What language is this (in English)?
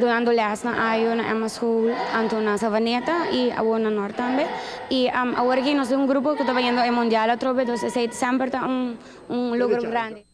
Papiamento